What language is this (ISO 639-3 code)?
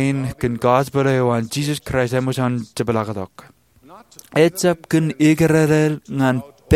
mah